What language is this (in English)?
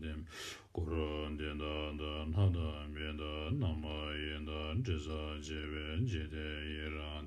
Tibetan